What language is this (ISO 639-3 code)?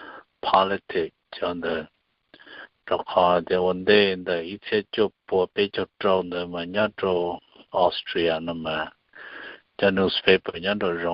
hmn